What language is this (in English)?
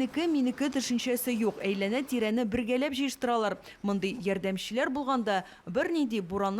Tatar